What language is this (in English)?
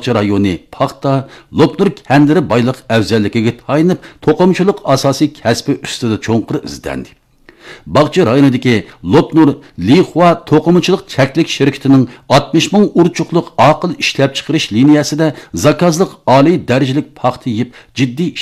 Uyghur